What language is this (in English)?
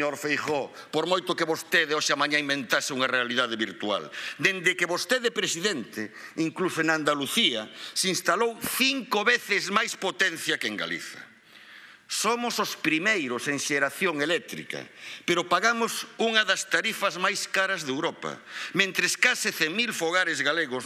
Galician